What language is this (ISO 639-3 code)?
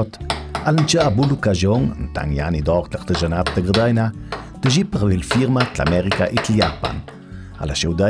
lld